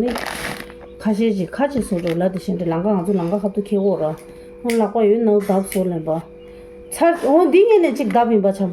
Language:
Tibetan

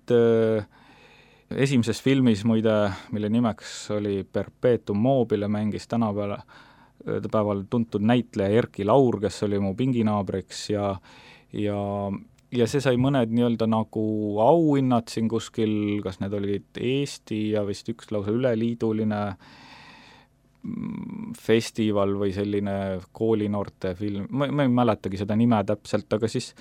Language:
Estonian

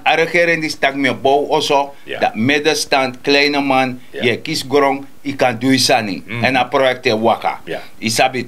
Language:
Sranan Tongo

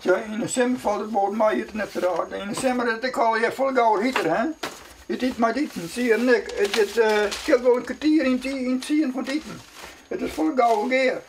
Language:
Western Frisian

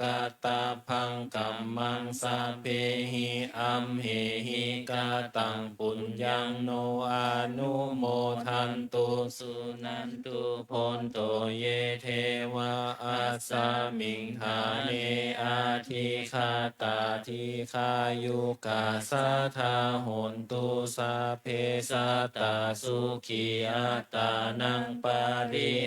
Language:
Pali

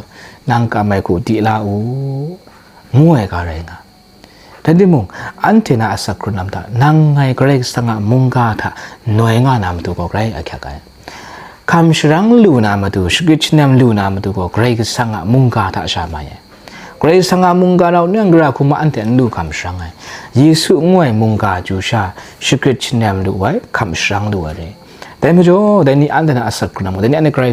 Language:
Kachin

